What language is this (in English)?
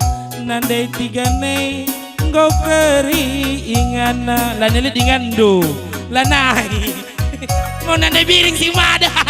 Batak Karo